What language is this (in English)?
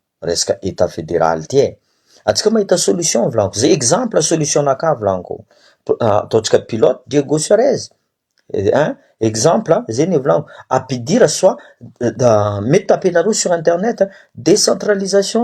Malagasy